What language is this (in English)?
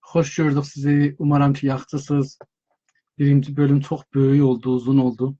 South Azerbaijani